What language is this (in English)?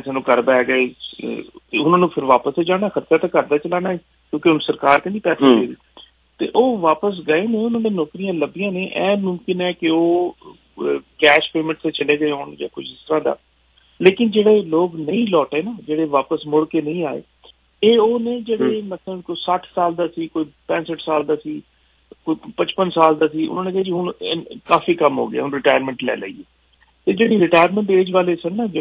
Punjabi